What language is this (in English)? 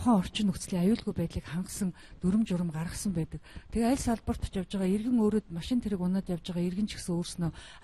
Mongolian